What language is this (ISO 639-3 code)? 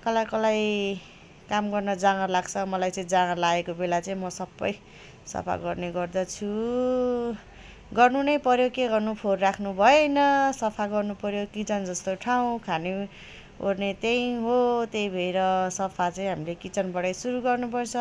nep